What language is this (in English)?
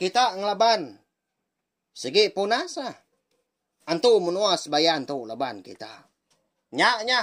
Iban